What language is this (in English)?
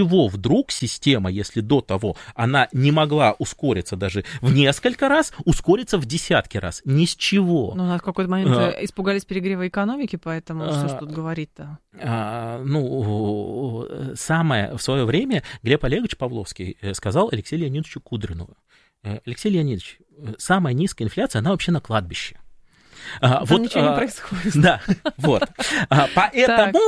Russian